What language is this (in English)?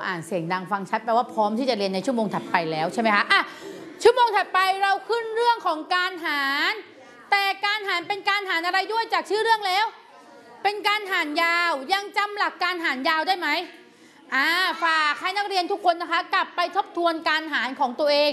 Thai